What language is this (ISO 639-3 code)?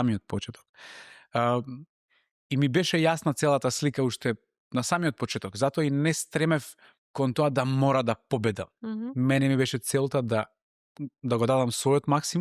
mkd